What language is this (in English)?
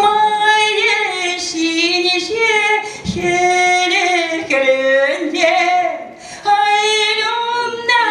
Chuvash